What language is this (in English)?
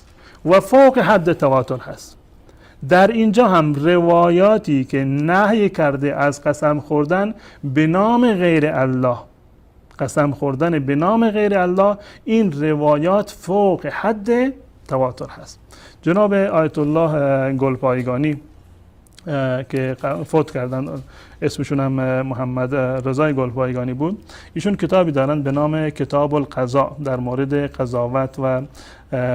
Persian